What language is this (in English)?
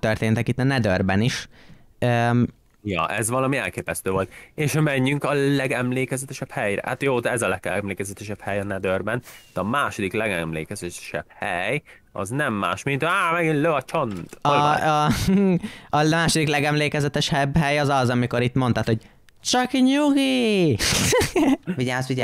Hungarian